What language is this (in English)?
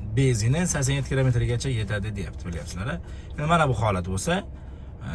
Uzbek